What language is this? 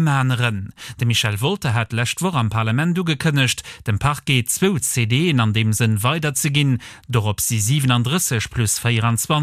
Luxembourgish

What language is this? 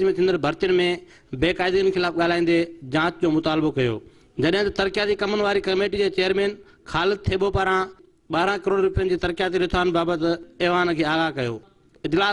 Sindhi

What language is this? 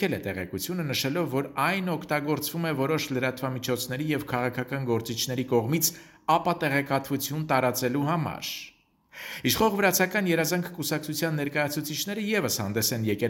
Armenian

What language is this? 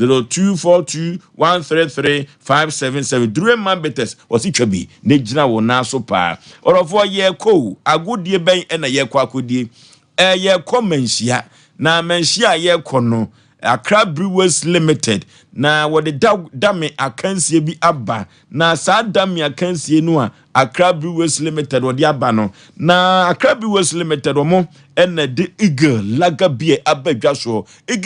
Akan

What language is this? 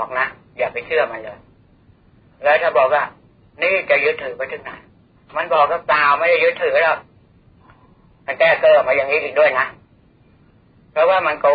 Thai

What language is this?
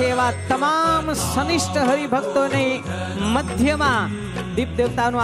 Gujarati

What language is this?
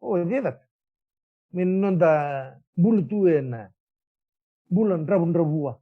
Fijian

